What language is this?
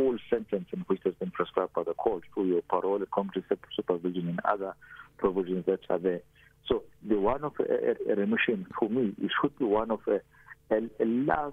English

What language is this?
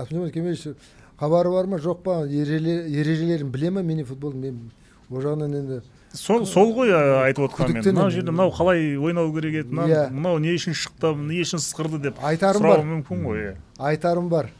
Kazakh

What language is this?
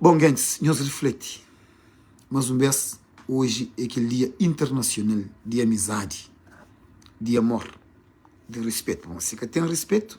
Kabuverdianu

